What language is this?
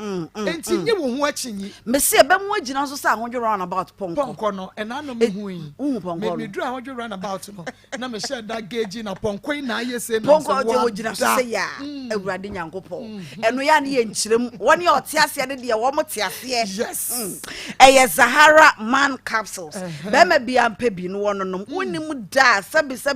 Akan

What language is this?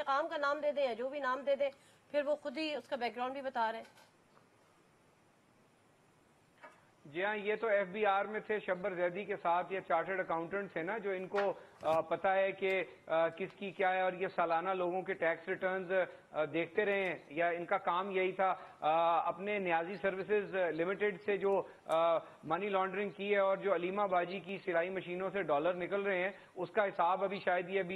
Urdu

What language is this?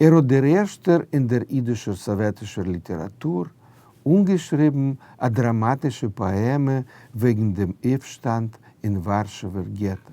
Yiddish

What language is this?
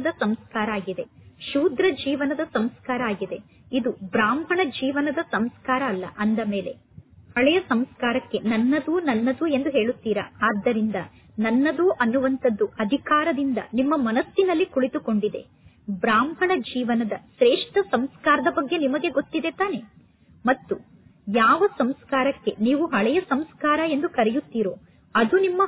Kannada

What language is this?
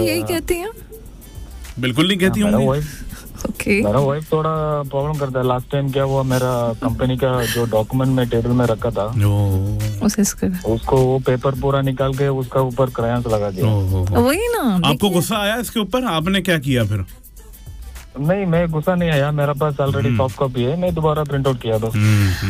Hindi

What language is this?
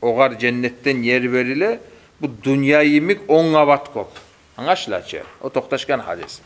Kumyk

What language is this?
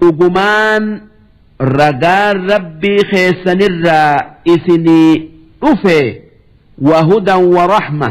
Oromo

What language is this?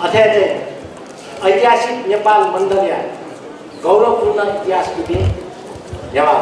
Newari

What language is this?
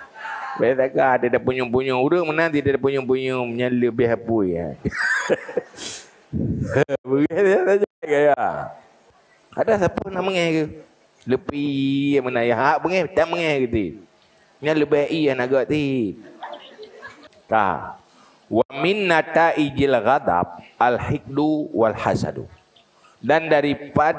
Achinese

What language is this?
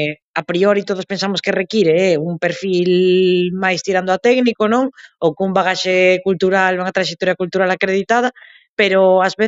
Galician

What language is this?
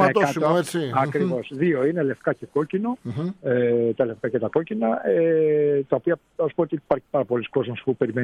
Greek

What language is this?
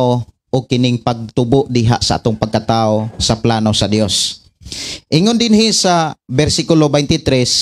Cebuano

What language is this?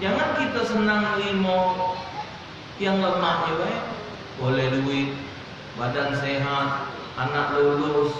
Musi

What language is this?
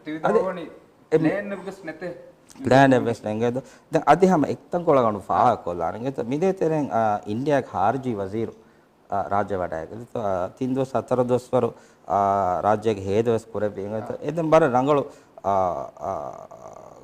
Divehi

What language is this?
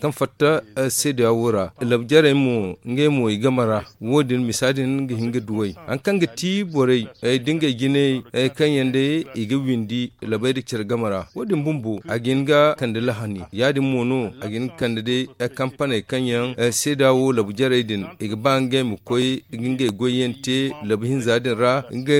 Zarma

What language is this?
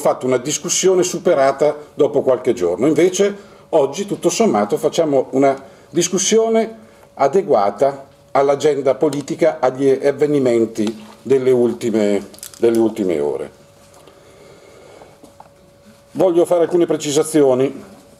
Italian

